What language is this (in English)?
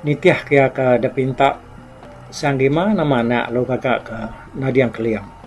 Iban